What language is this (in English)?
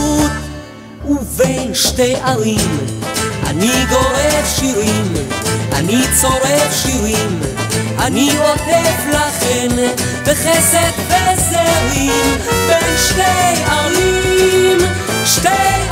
Hebrew